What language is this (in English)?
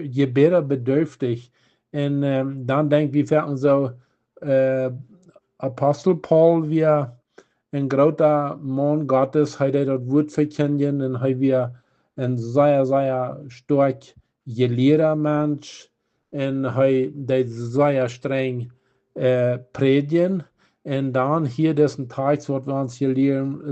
Plautdietsch